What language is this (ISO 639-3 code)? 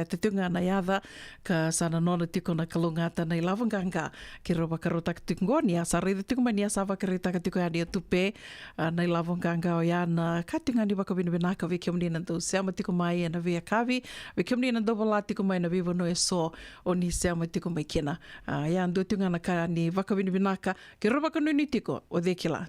fij